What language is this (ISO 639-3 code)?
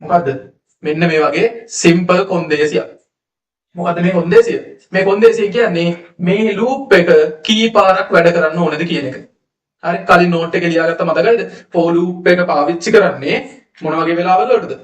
sin